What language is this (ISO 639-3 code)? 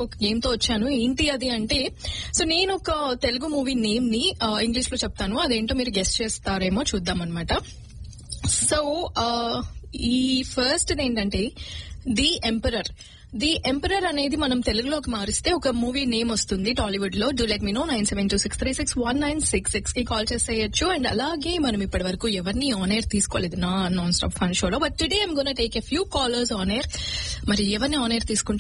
tel